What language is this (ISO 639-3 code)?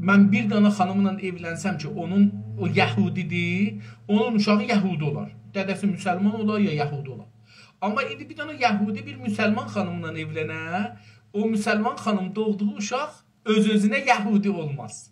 azb